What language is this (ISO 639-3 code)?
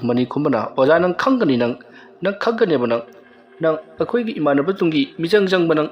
mni